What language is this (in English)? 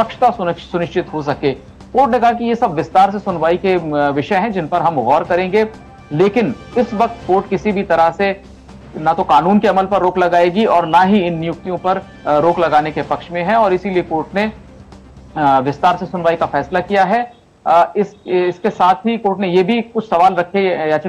Hindi